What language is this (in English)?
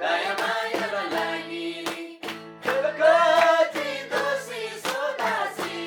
Eastern Tamang